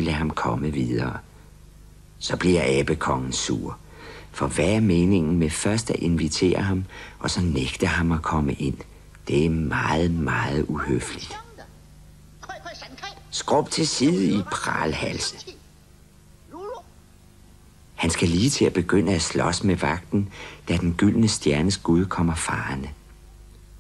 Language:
Danish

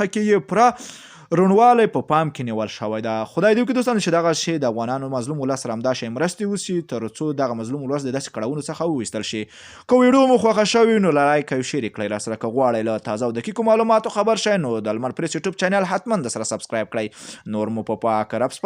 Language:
Pashto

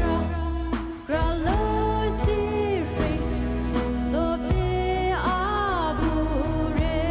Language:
Poumei Naga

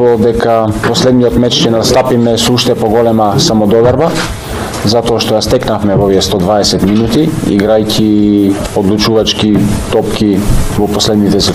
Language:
Macedonian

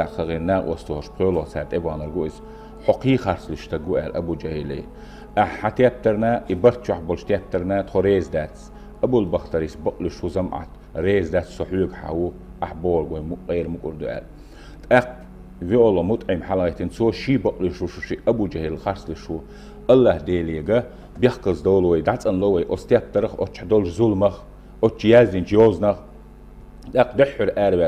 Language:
Chechen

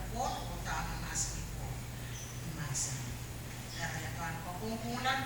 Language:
Pohnpeian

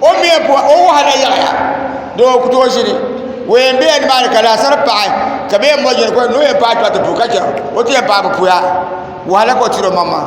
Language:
Dagbani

